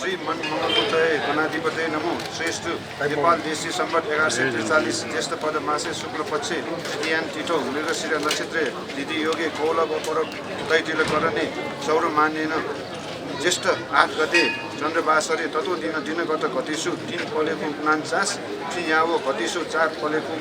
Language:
Newari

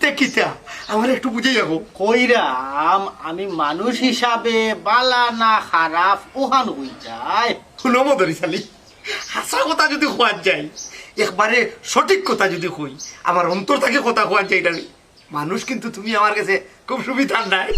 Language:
Sylheti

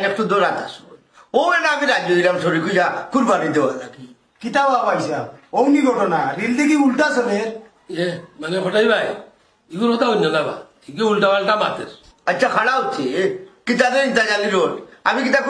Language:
Sylheti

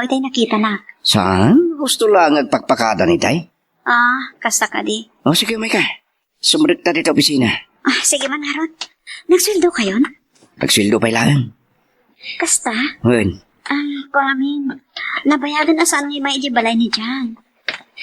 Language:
Iloko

